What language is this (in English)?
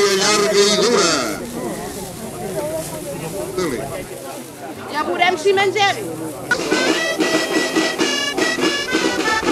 Catalan